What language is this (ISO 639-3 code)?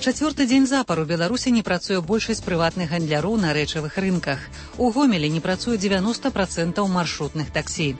bel